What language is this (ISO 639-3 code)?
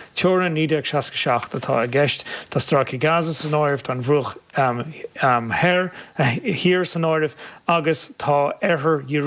gle